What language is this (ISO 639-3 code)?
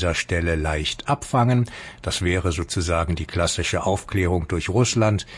deu